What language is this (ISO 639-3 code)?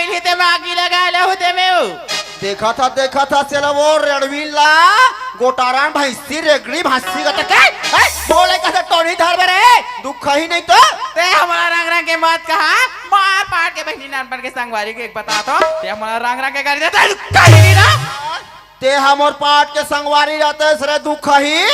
hne